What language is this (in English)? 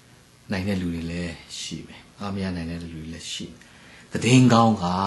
Burmese